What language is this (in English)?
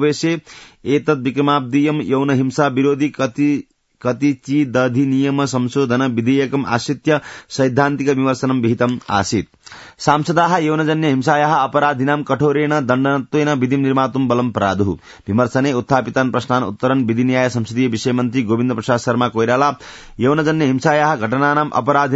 Sanskrit